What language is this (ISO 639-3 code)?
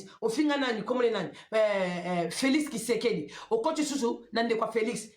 lin